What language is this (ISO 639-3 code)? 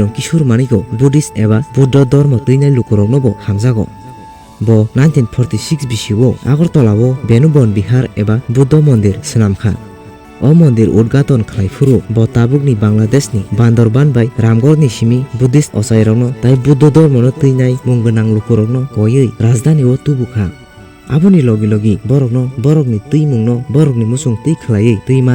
trp